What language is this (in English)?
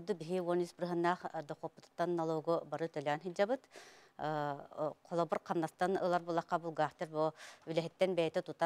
Yakut